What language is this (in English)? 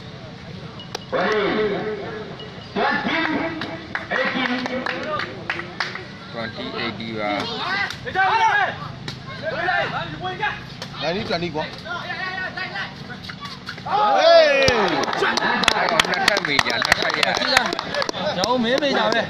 Burmese